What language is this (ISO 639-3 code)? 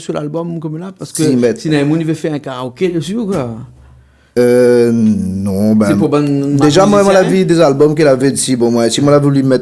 rcf